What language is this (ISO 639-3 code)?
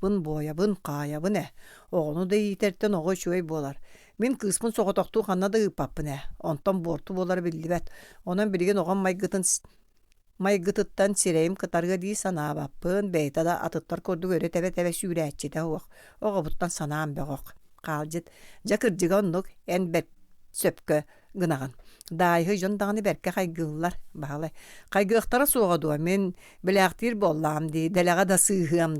sah